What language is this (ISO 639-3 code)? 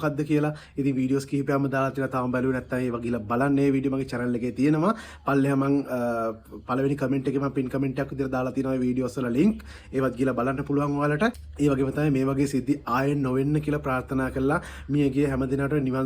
sin